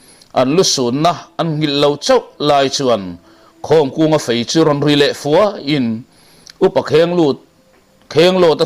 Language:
Mizo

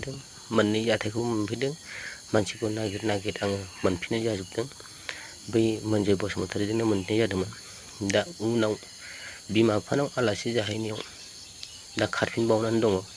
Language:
Bodo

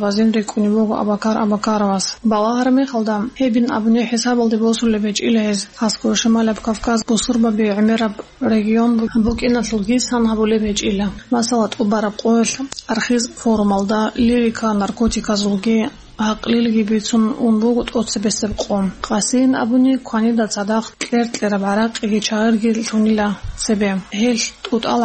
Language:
Avaric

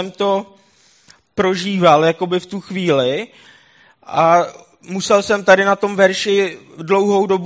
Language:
Czech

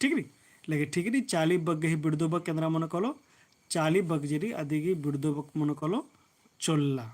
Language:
Kurukh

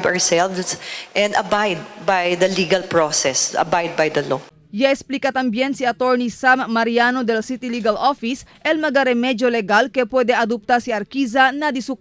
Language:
Chavacano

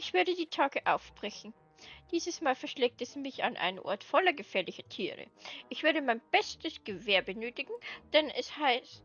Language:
Bavarian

